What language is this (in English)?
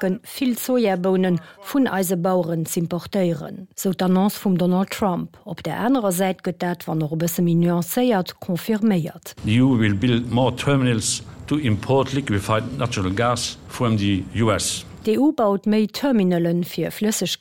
Luxembourgish